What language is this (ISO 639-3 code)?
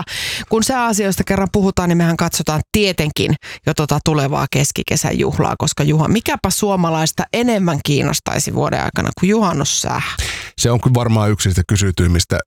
fin